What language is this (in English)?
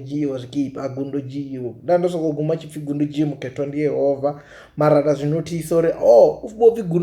Venda